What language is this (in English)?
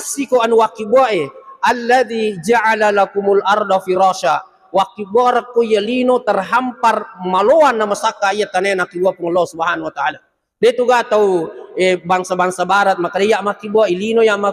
Buginese